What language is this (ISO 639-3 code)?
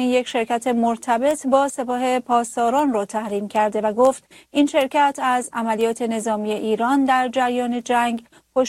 fas